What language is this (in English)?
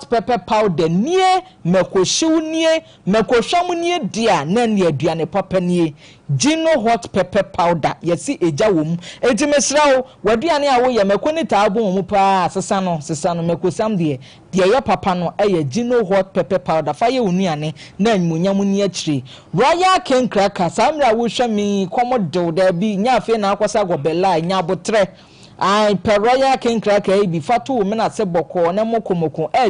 Akan